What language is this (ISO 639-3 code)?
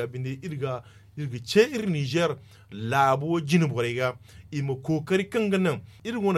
dje